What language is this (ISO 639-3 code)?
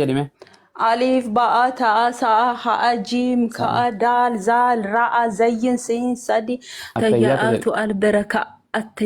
orm